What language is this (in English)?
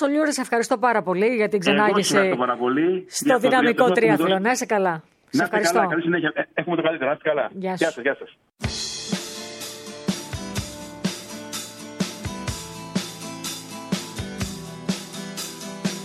Greek